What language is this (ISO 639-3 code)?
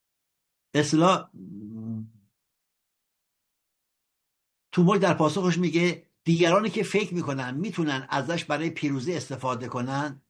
fas